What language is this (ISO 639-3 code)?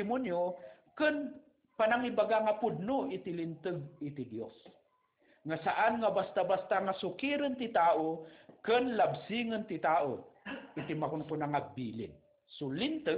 ilo